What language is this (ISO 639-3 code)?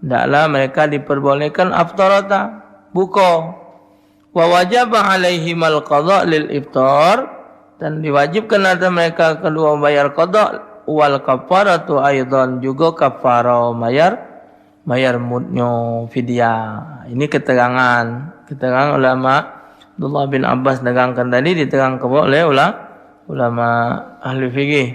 mui